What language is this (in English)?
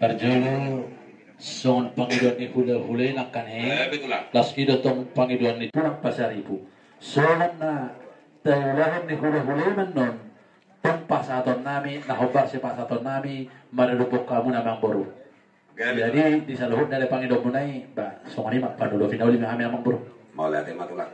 Batak Toba